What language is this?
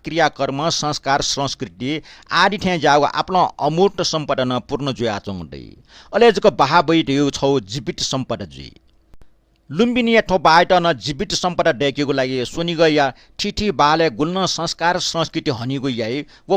Newari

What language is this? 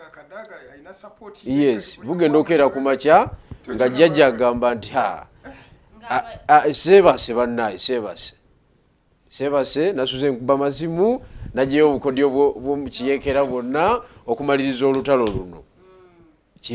Ganda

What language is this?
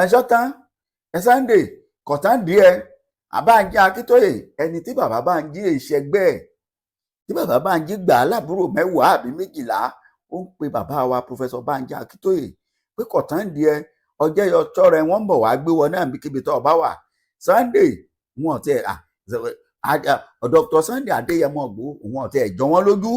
Yoruba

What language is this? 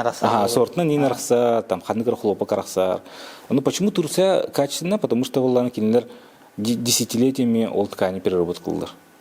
Yakut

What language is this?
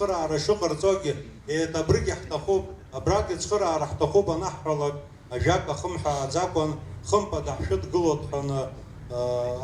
Abkhazian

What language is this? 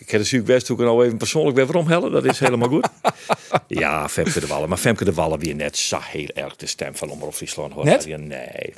Western Frisian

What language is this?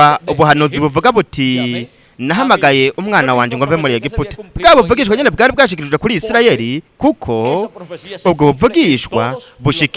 Rundi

